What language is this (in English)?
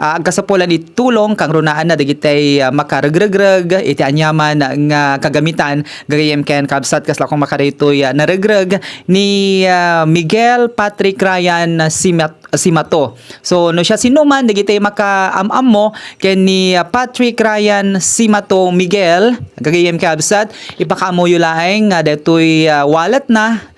Iloko